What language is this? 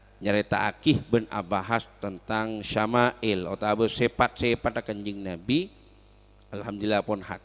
Madurese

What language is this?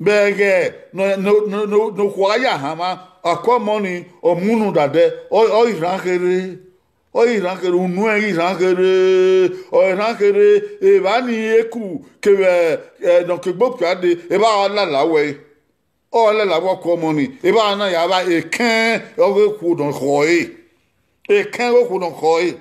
Bini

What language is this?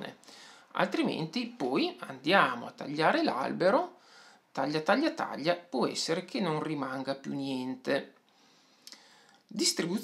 Italian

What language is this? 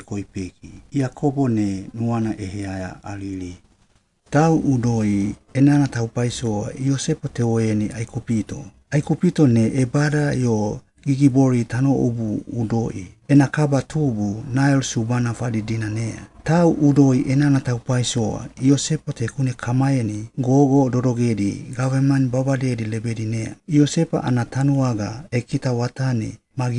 Suau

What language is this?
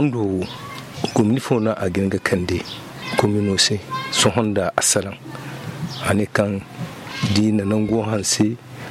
Zarma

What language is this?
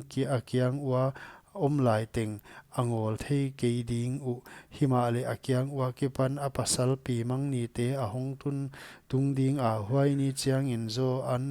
Paite Chin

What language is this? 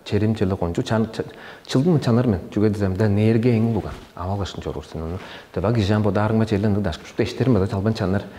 Tuvinian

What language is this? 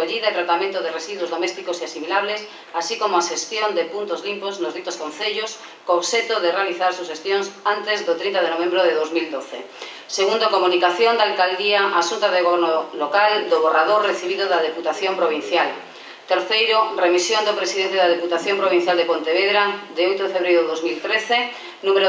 Galician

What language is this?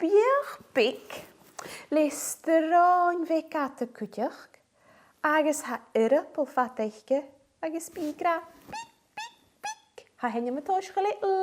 Scottish Gaelic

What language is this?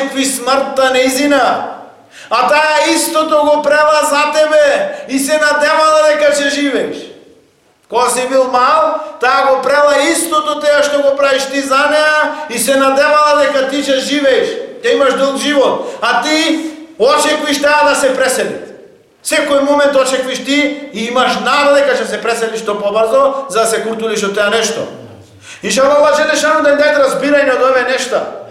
Macedonian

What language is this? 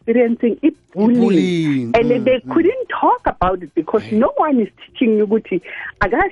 South Ndebele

